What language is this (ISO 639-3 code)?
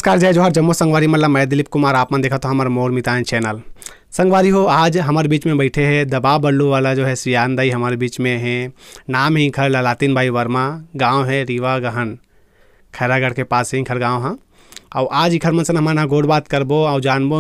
hne